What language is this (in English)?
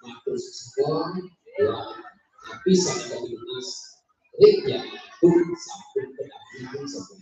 Balinese